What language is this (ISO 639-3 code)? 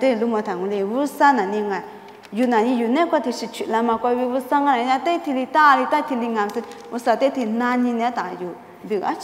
lis